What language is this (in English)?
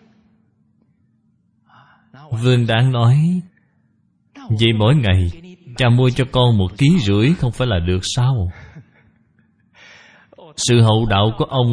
Vietnamese